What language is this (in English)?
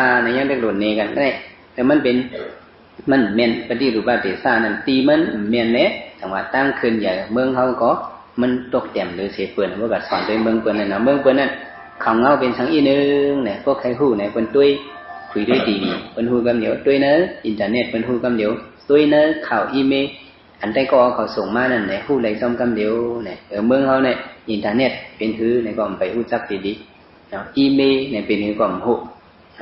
Shan